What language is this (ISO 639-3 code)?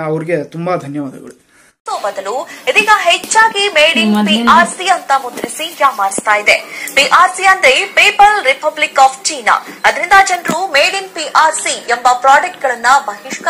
kan